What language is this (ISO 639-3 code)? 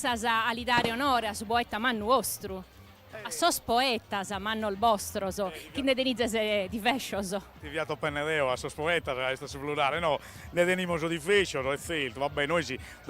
srd